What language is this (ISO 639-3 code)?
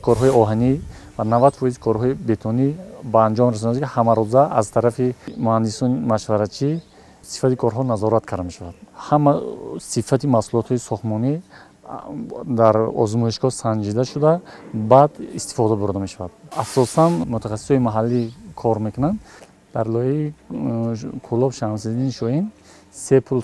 tgk